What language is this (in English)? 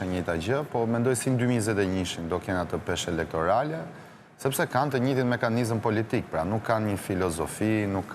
Albanian